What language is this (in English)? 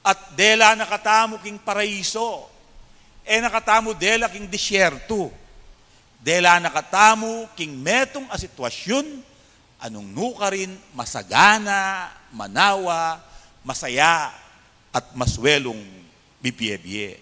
Pampanga